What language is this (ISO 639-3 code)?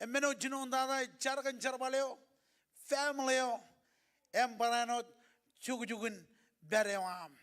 mah